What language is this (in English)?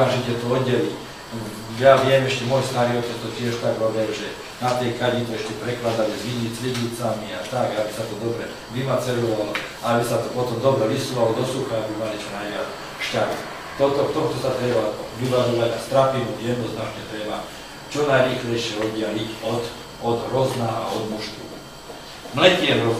Slovak